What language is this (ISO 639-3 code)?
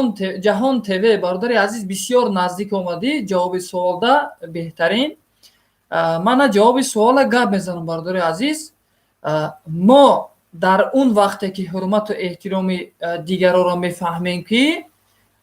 tgk